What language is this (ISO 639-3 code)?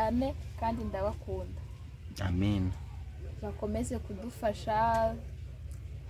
kin